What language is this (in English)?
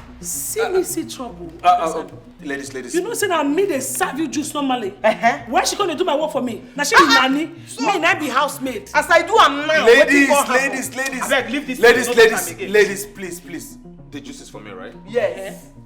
Nigerian Pidgin